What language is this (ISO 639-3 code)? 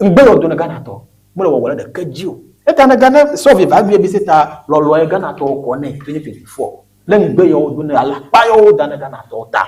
ewe